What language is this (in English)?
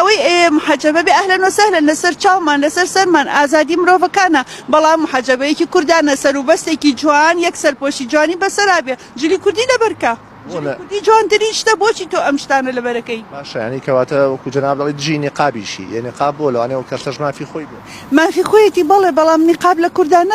Central Kurdish